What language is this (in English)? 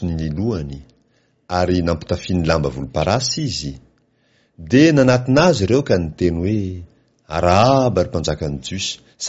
Malagasy